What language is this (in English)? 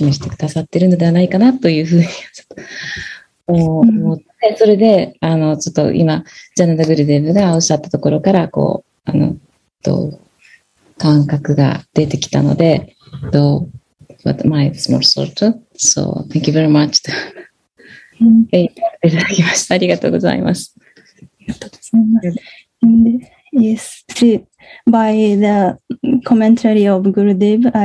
Japanese